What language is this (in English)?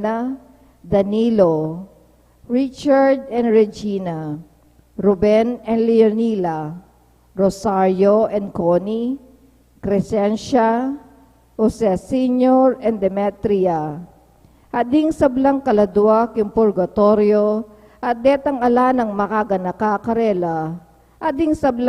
Pampanga